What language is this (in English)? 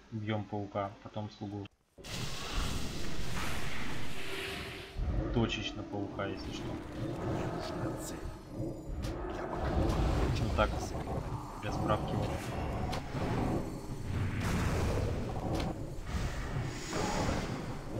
Russian